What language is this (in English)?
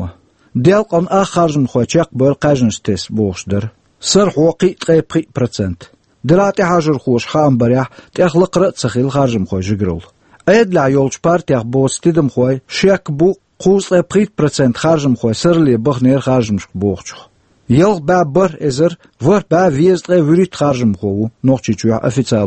Chechen